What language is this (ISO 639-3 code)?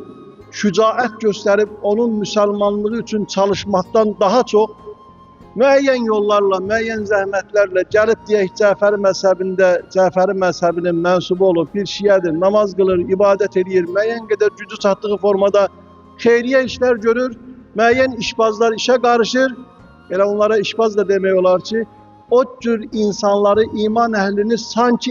aze